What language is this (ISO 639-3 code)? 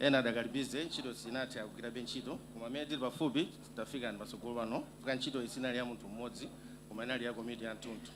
nya